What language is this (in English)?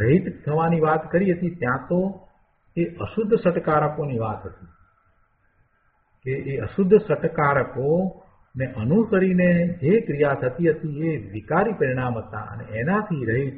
Gujarati